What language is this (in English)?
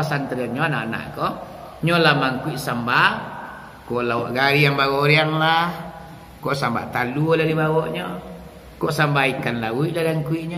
Minangkabau